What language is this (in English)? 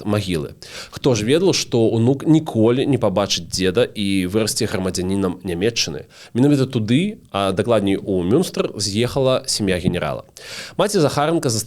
Belarusian